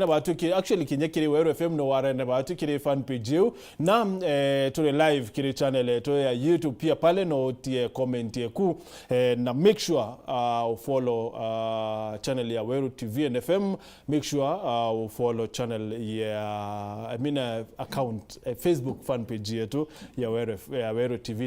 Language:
Meru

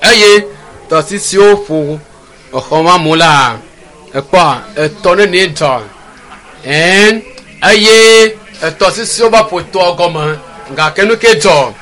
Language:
Ewe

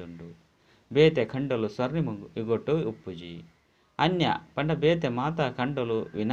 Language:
Tulu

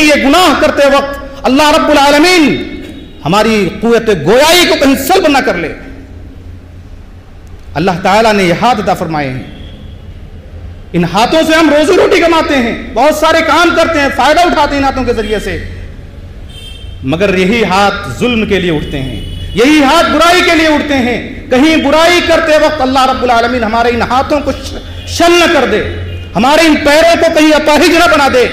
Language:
Urdu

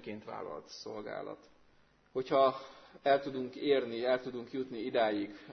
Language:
Hungarian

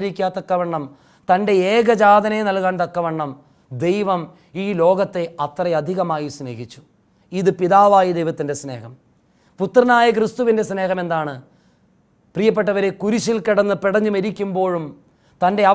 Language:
Malayalam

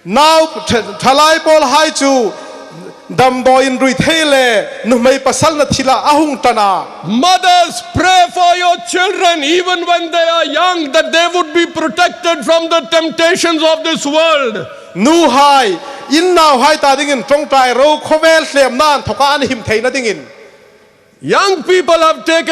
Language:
Hmar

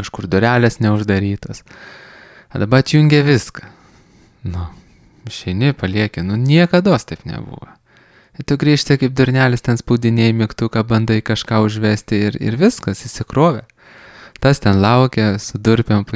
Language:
Lithuanian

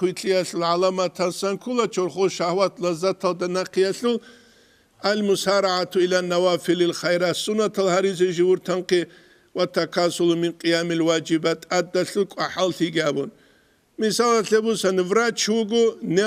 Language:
Avaric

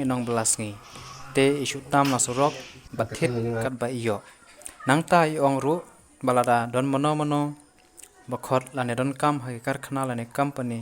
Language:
Khasi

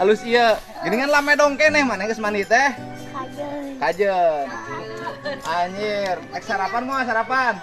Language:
Sundanese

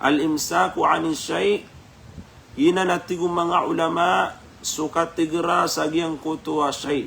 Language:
Maranao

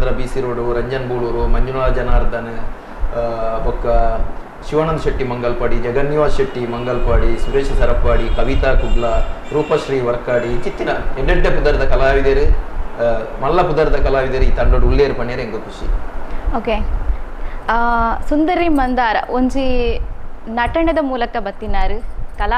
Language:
Tulu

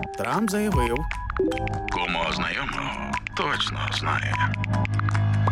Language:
Ukrainian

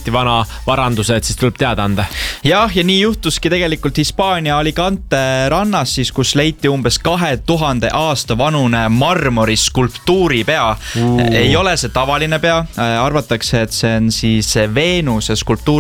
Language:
Estonian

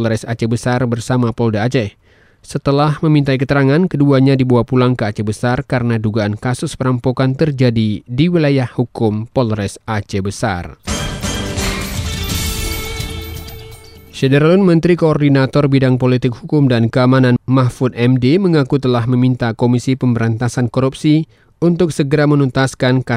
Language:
Indonesian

